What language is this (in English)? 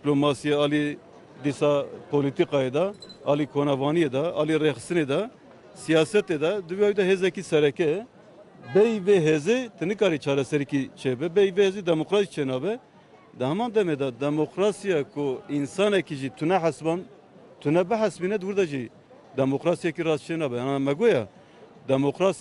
Kurdish